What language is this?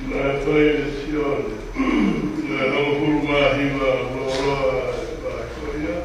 Tongan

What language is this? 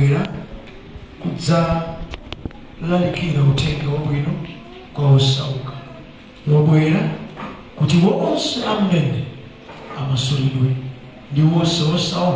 Nyanja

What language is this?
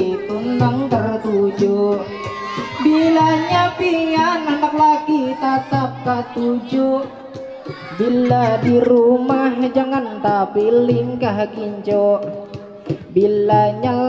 Banjar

